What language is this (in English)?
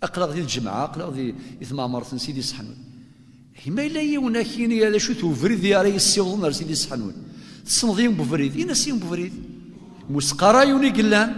Kabyle